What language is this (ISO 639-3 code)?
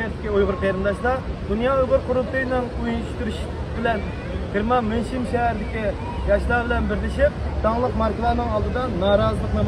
uig